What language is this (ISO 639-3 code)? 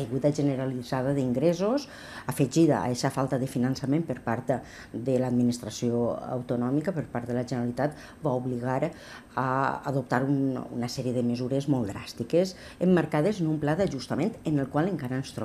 cat